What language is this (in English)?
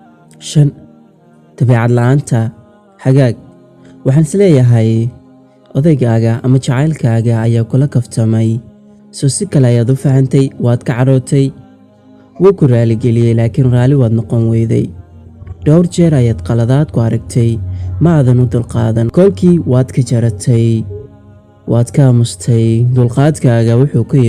Somali